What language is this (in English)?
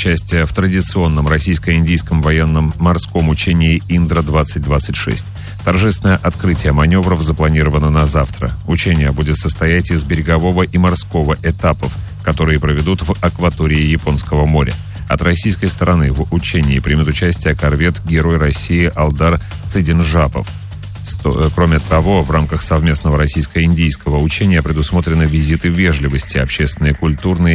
Russian